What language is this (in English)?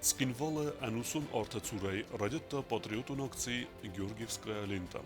Ossetic